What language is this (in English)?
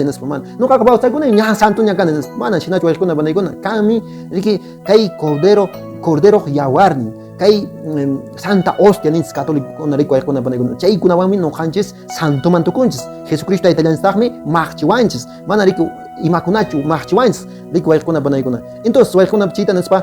Quechua